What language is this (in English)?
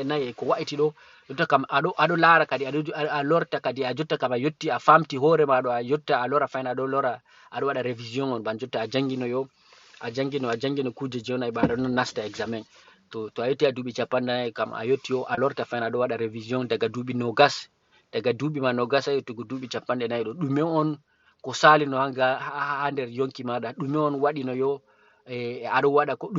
Fula